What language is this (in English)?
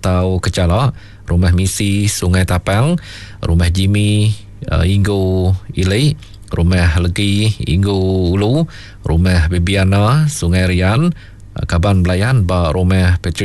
Iban